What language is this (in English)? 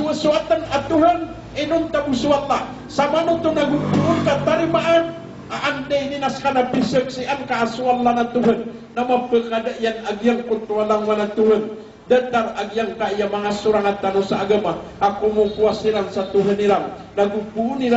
Maranao